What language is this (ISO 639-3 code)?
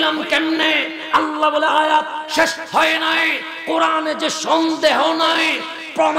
ben